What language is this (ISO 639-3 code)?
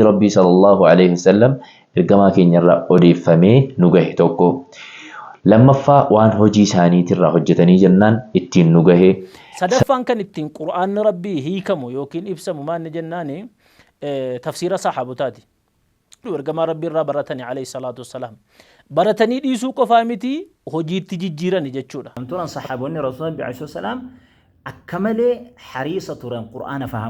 orm